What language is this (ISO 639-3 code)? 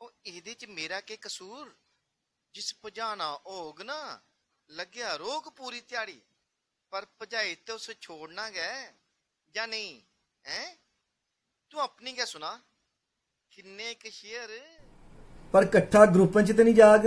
doi